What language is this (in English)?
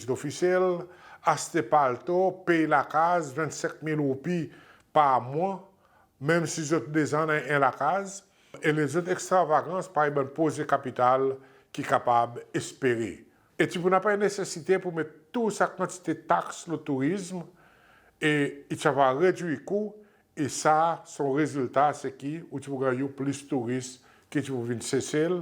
Seselwa Creole French